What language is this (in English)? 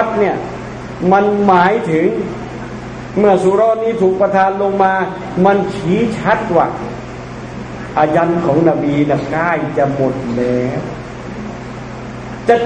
Thai